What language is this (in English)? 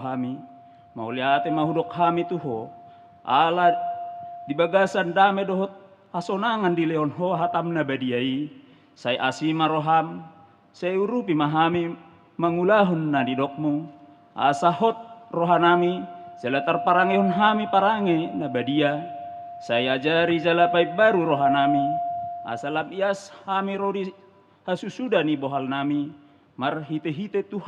Batak Toba